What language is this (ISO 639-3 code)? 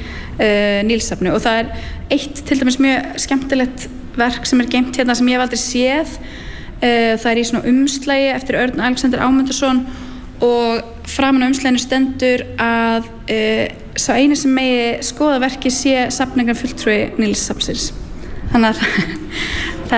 isl